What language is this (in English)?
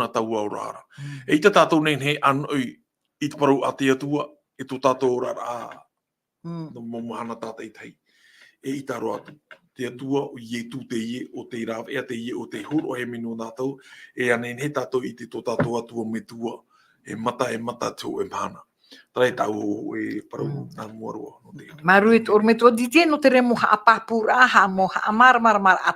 Tahitian